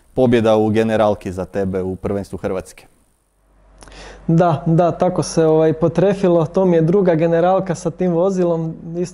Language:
Croatian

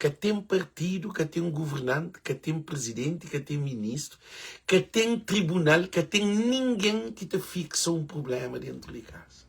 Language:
Kabuverdianu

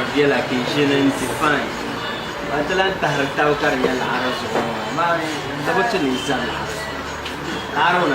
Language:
Dagbani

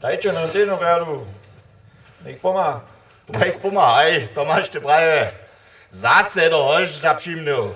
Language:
Upper Sorbian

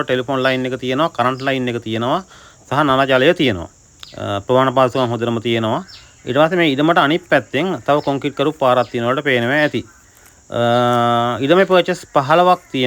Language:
Sinhala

